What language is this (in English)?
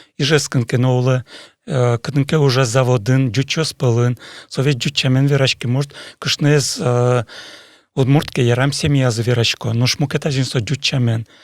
Udmurt